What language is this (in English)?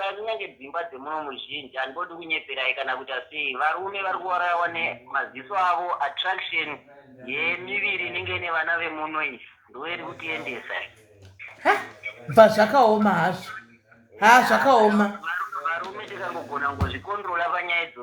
Shona